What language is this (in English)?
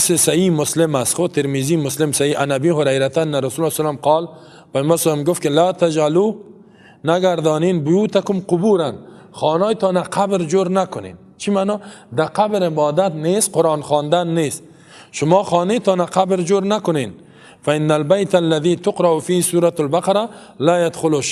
Persian